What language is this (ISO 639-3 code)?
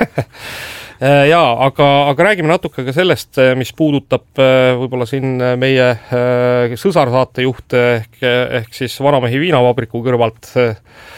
est